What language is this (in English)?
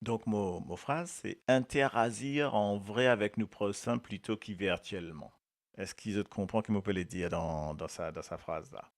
Morisyen